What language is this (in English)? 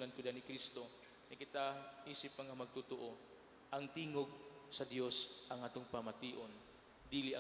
Cebuano